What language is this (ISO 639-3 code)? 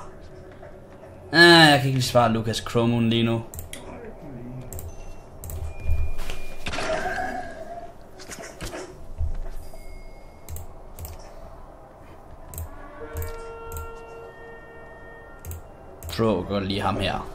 dan